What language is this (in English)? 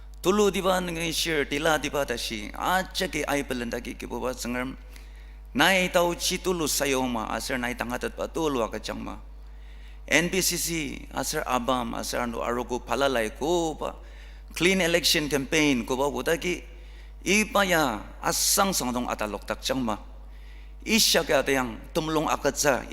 Ao Naga